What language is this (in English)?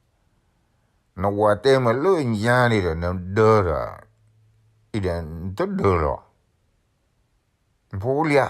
S'gaw Karen